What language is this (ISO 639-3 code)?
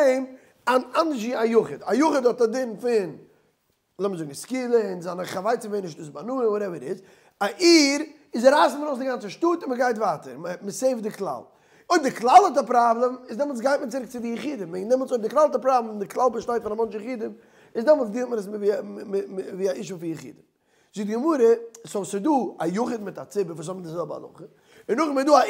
yid